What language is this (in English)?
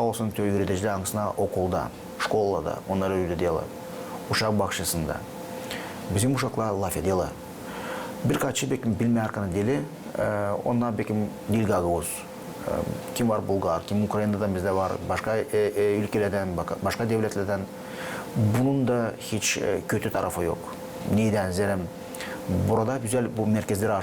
Gagauz